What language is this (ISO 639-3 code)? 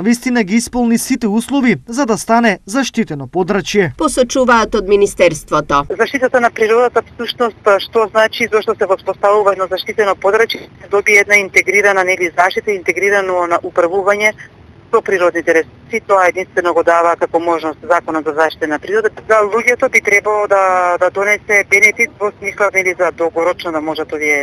mkd